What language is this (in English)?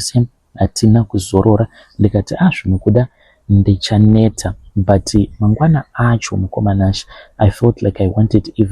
Shona